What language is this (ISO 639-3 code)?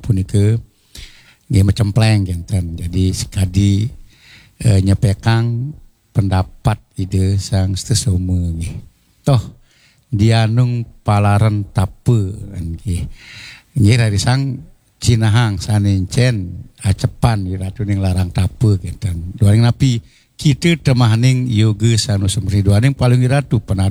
ban